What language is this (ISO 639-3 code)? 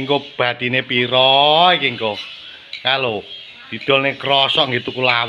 jav